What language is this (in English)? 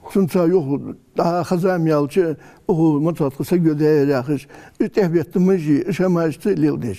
Ingush